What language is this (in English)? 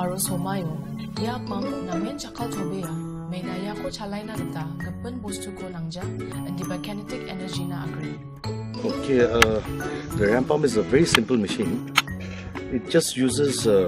Garo